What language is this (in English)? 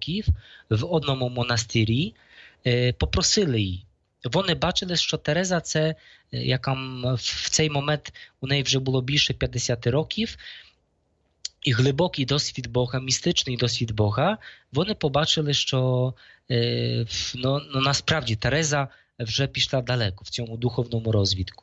Ukrainian